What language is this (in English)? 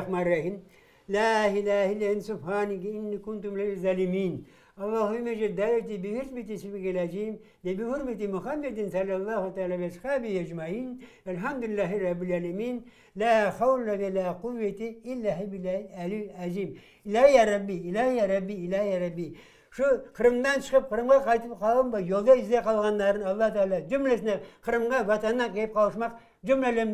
Crimean Tatar